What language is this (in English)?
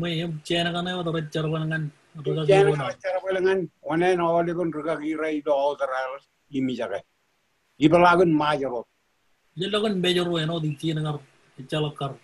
Marshallese